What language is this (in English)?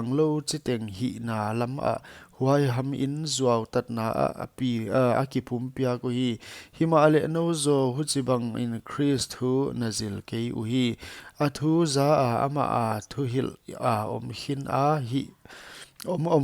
Paite Chin